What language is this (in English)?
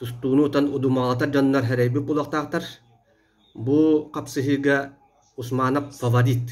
Yakut